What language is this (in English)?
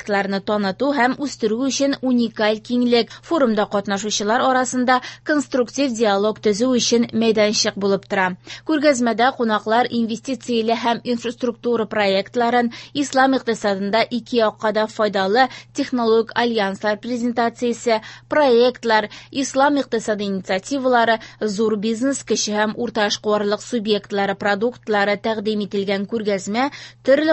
Tatar